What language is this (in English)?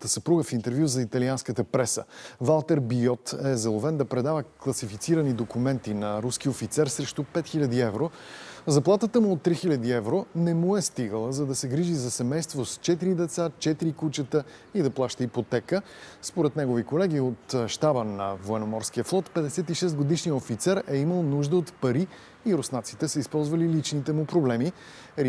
Bulgarian